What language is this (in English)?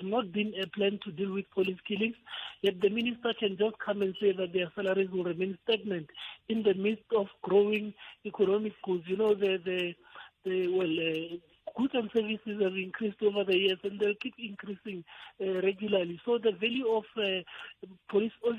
Tsonga